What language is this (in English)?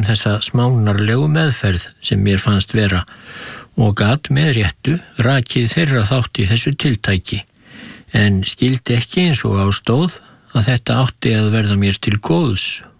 Icelandic